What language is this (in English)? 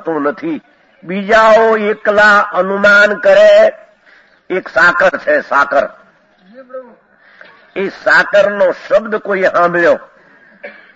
Gujarati